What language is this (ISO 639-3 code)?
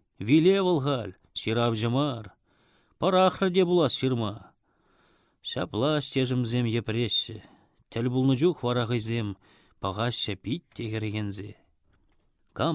chv